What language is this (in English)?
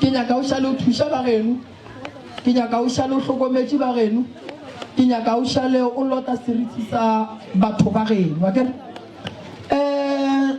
Northern Sotho